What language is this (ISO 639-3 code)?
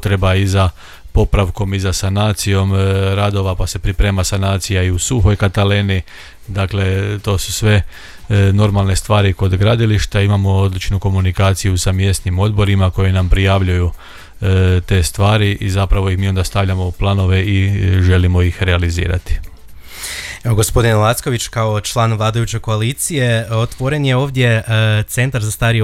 hrv